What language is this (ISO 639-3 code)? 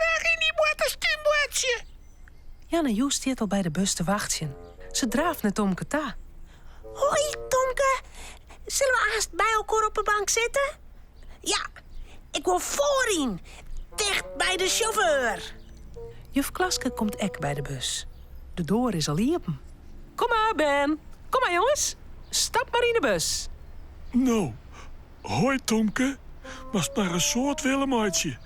fry